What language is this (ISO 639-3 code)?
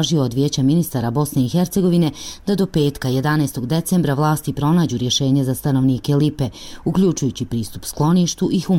bos